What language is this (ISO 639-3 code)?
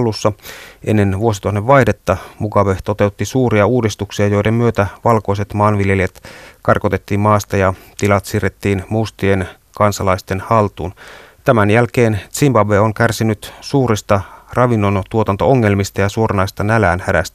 fin